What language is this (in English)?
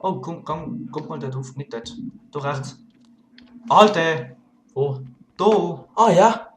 Swiss German